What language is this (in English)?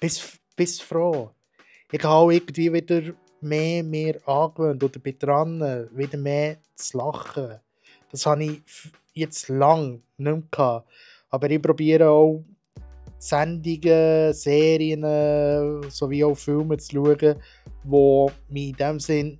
Swiss German